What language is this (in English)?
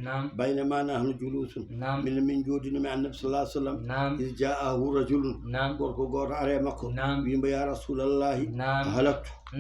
Fula